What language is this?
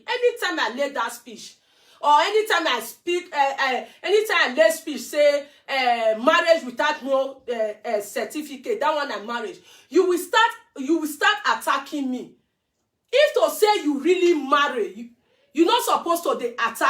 Nigerian Pidgin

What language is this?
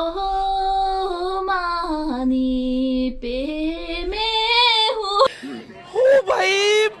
Tibetan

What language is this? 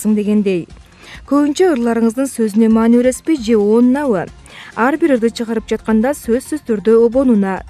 Kyrgyz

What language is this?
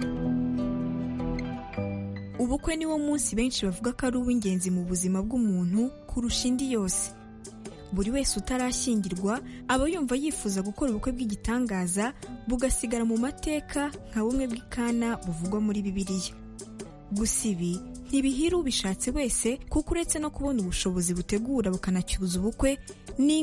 Kinyarwanda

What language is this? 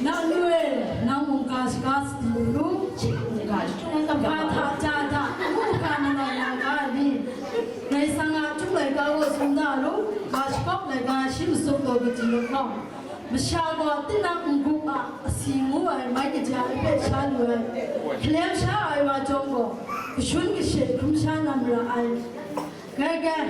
Kachin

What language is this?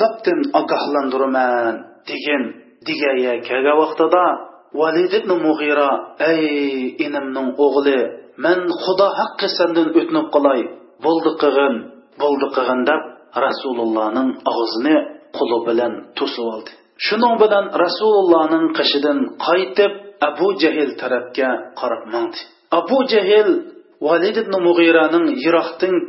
Uyghur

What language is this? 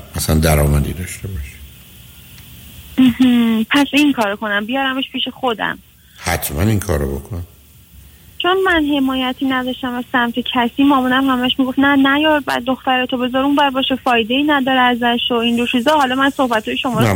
Persian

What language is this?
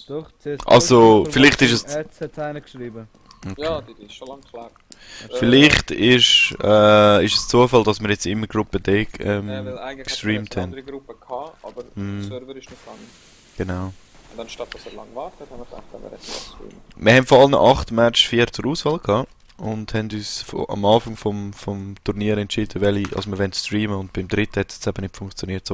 Swiss German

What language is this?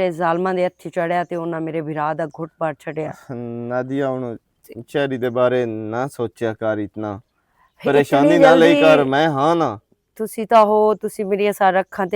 Western Panjabi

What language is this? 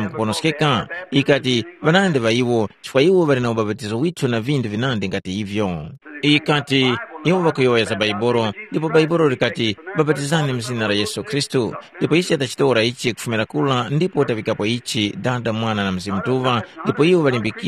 Tumbuka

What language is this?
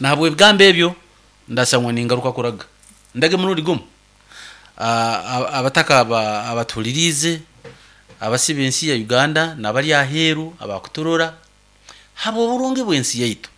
Nyankole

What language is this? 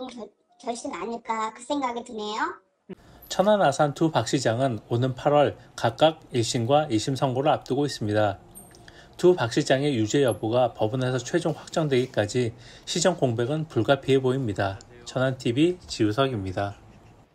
Korean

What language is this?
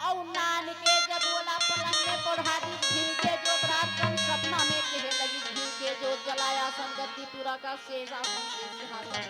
Chhattisgarhi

